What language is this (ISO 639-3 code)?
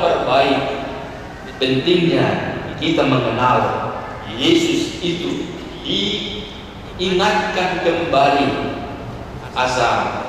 bbc